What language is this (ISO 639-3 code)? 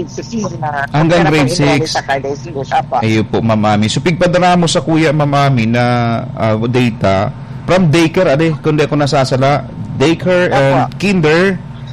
bik